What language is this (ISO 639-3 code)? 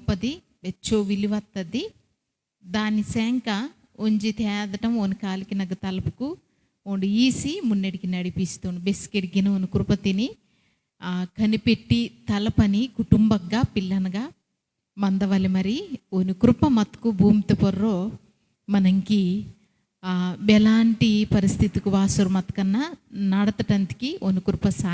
kff